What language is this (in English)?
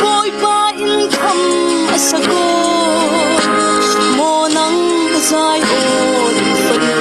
Falam Chin